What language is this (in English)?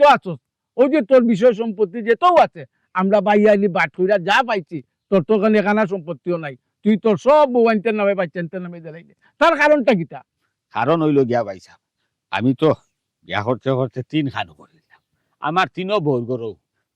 Sylheti